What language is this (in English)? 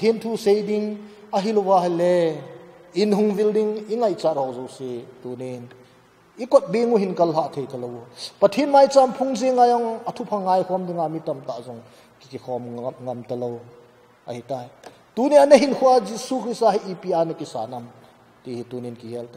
Thado Chin